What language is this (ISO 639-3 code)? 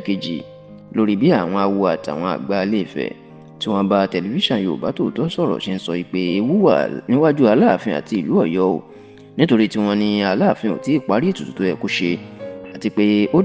yor